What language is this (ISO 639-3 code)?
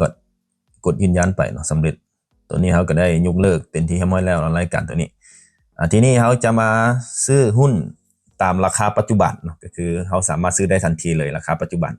lao